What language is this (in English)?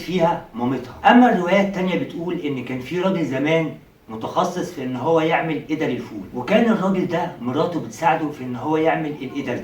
Egyptian Arabic